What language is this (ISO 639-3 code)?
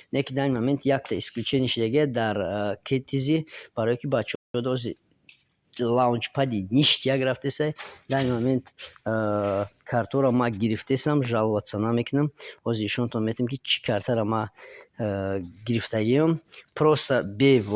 tgk